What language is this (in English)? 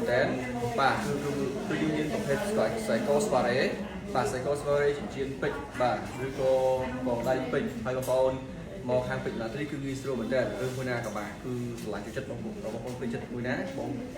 Khmer